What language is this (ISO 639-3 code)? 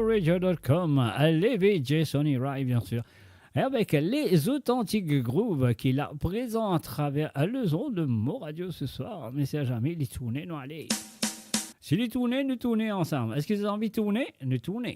mfe